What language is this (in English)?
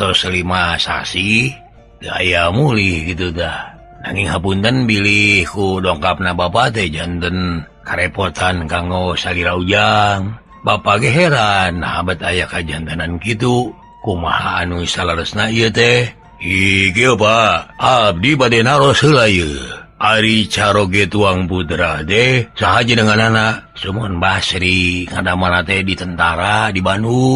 Sundanese